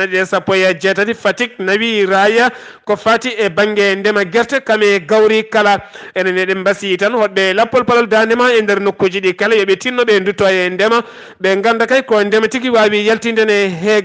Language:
Fula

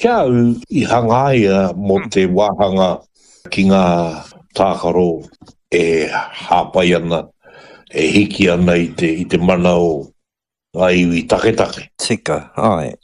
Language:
Māori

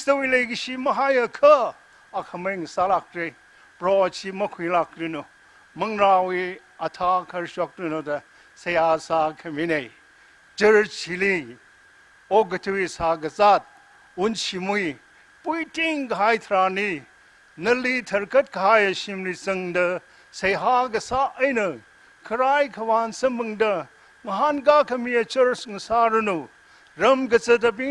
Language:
Tangkhul Naga (India)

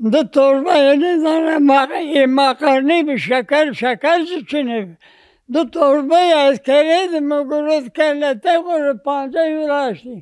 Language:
Zaza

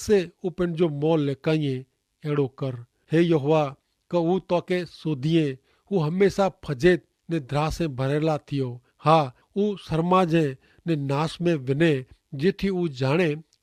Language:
Kachhi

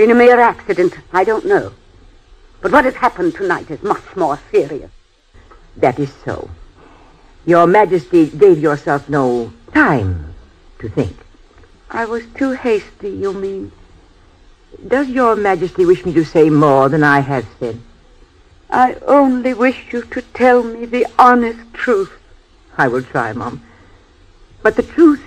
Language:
English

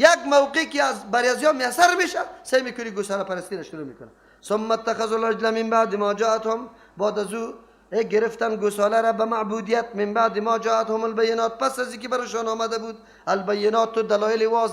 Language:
Persian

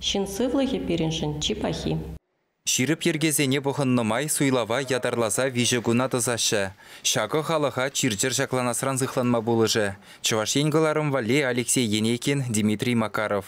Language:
Chuvash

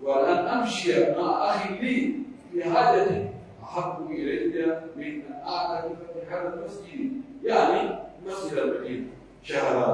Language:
Pular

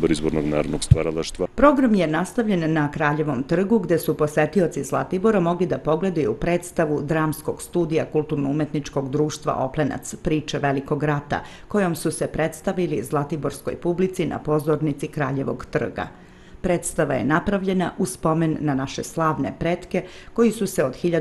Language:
Serbian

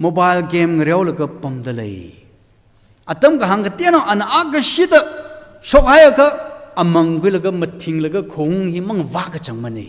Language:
Tangkhul Naga (India)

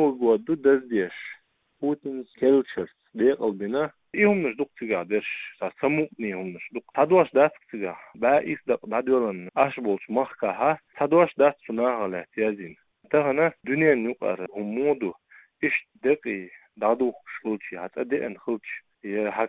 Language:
Chechen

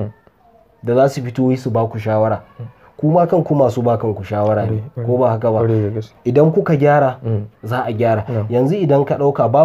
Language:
Hausa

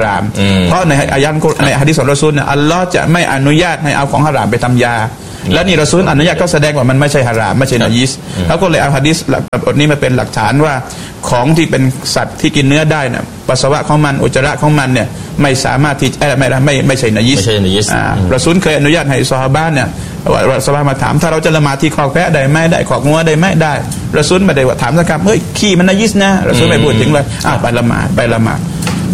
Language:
Thai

